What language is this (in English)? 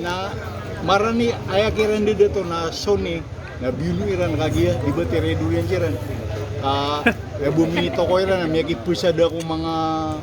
Maranao